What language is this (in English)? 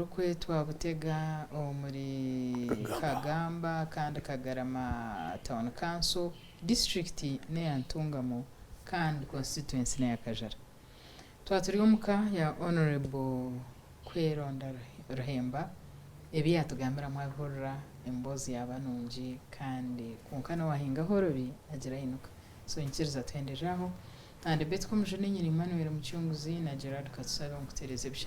Nyankole